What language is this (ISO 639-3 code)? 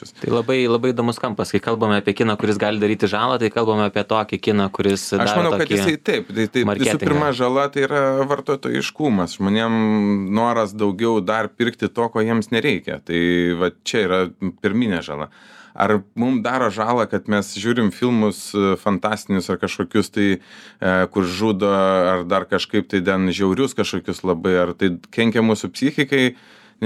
lit